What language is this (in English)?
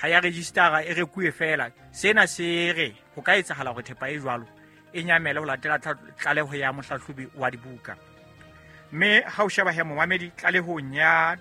Southern Sotho